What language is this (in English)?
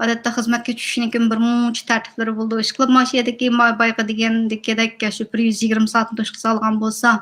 Uyghur